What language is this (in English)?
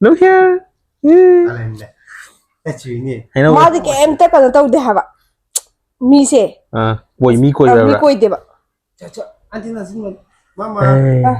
Manipuri